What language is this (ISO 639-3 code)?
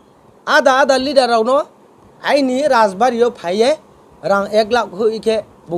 ria